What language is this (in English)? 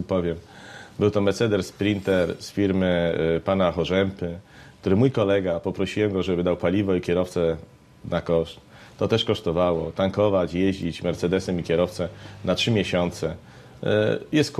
Polish